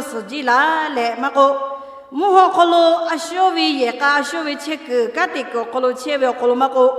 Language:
Lahu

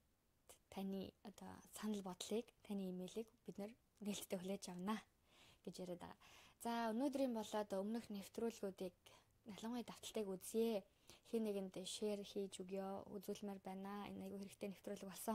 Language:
Mongolian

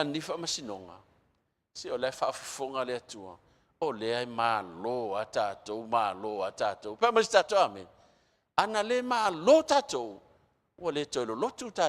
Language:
Samoan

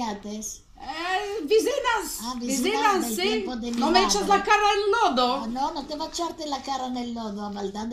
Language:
Ladino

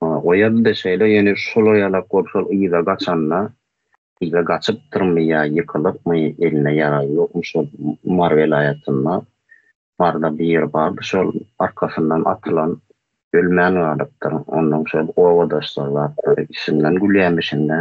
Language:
Turkmen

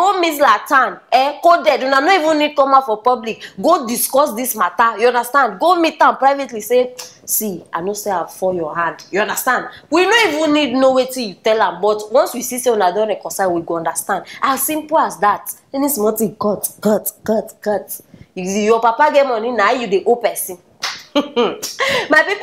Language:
Nigerian Pidgin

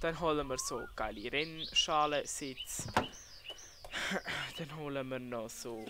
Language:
Swiss German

